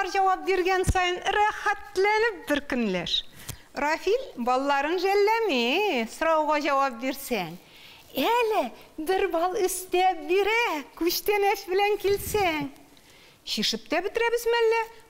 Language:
Tatar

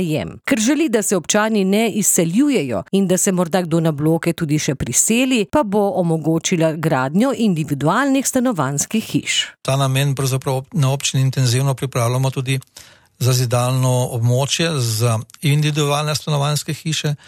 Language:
Slovenian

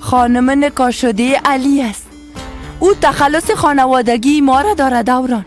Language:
Persian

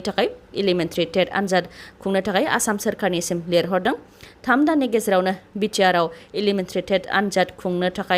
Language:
Bodo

